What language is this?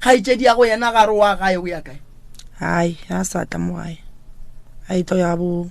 Northern Sotho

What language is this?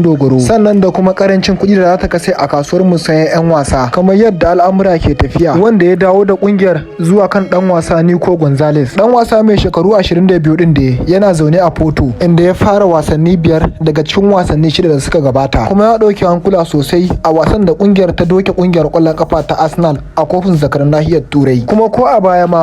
Hausa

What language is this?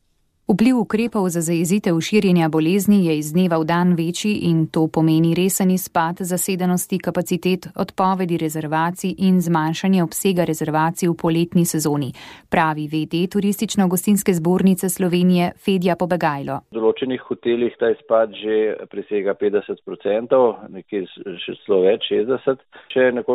Slovenian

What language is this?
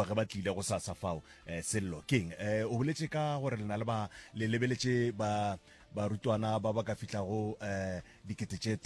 Northern Sotho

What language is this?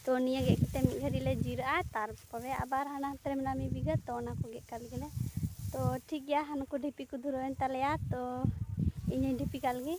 Santali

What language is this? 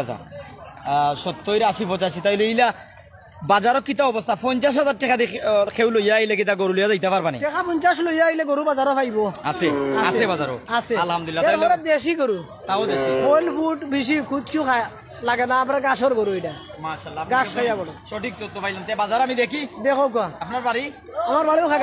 Sylheti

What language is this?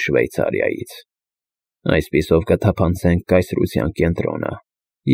Armenian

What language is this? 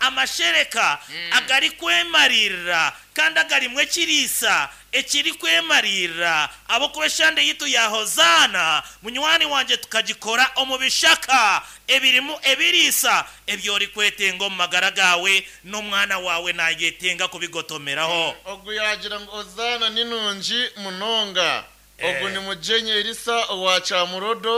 Nyankole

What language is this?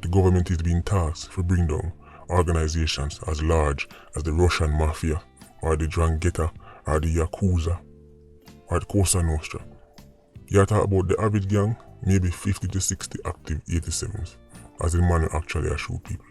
Jamaican Creole English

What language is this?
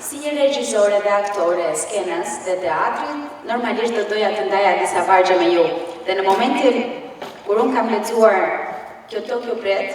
Albanian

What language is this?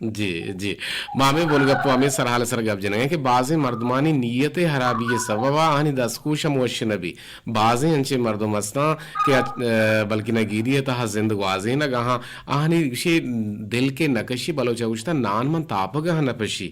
Eastern Balochi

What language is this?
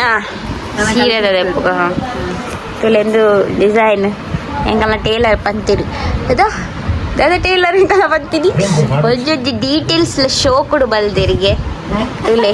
Tulu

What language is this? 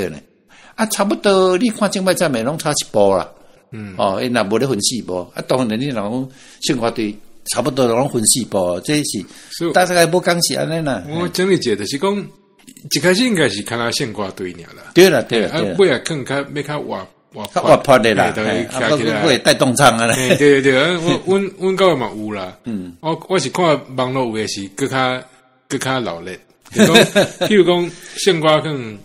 Min Nan Chinese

